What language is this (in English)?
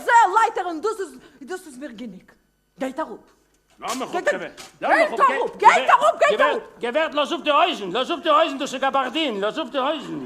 Yiddish